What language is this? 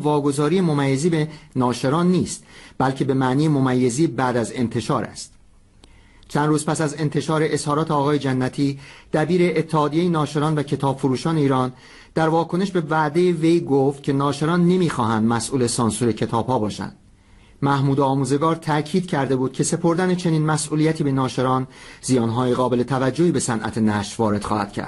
Persian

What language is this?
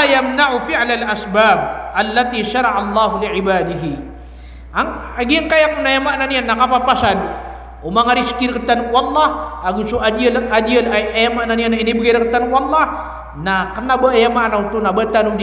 Maranao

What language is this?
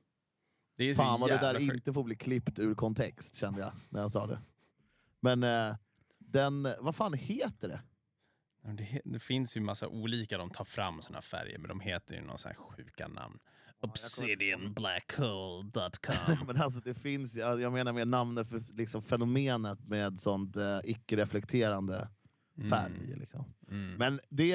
Swedish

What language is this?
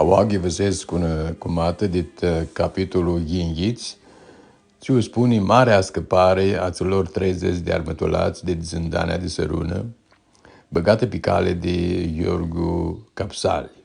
Aromanian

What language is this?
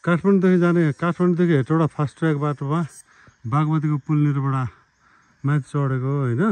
Nepali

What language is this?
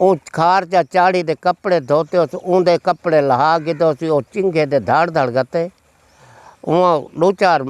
Saraiki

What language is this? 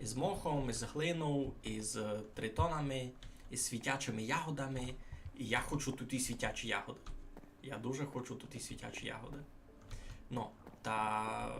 Rusyn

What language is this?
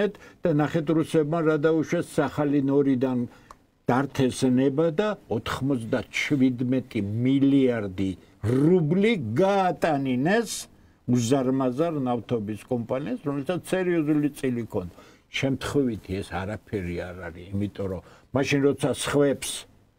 Georgian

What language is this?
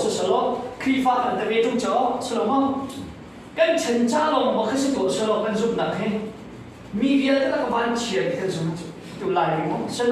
Hakha Chin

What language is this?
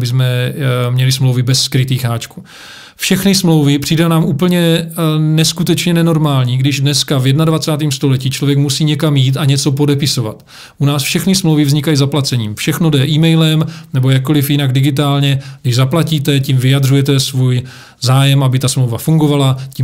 Czech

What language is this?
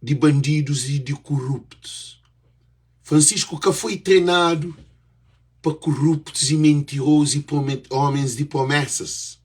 Kabuverdianu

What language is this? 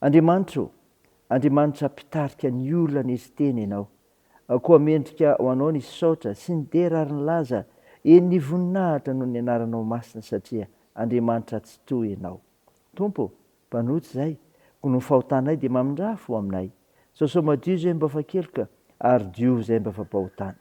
Malagasy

